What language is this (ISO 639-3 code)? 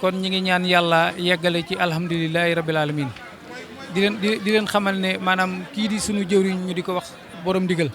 wol